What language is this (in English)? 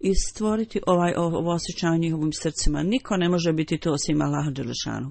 Bosnian